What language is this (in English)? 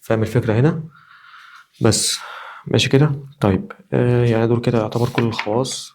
Egyptian Arabic